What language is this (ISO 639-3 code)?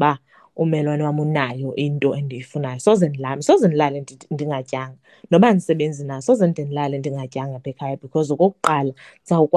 xho